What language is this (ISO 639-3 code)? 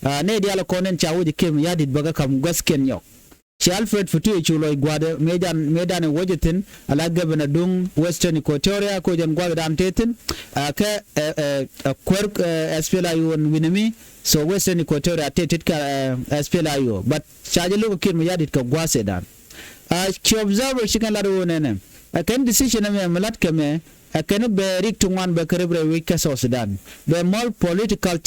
nus